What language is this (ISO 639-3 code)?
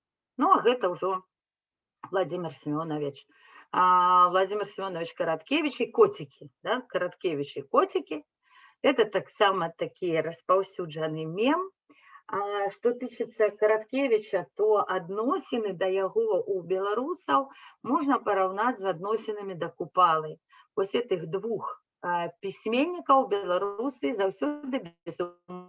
bel